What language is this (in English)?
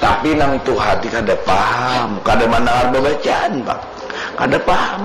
Banjar